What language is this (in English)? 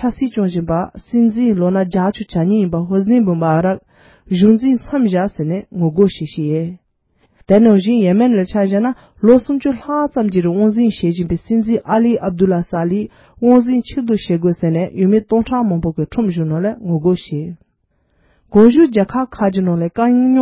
Tibetan